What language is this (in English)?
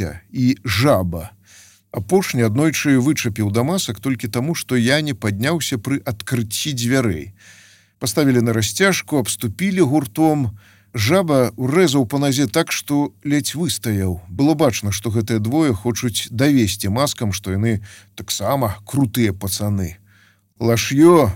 Belarusian